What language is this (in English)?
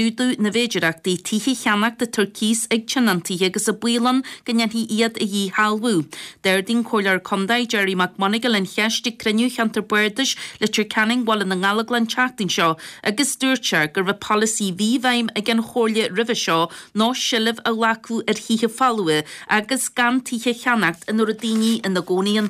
Irish